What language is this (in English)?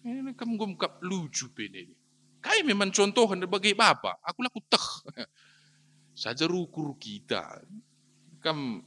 Batak Karo